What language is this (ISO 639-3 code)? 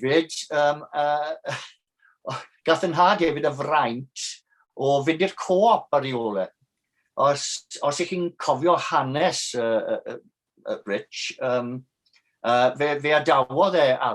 cym